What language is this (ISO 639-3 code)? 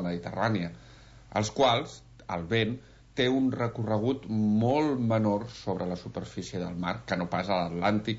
cat